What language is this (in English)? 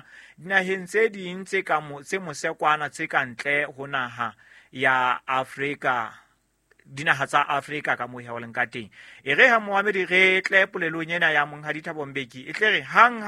Southern Sotho